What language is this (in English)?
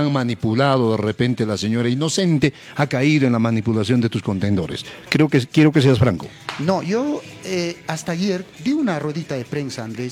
Spanish